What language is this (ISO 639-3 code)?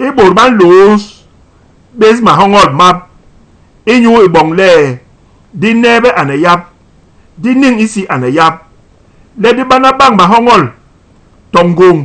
bas